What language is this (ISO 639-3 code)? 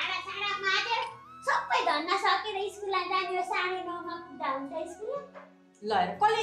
nep